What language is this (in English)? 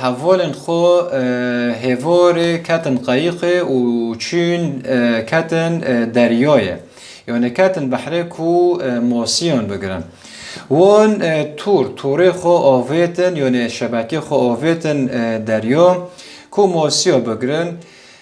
Kurdish